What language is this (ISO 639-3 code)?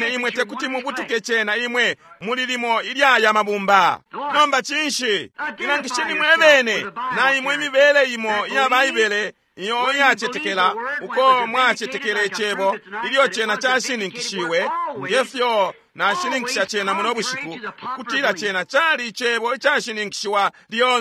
bem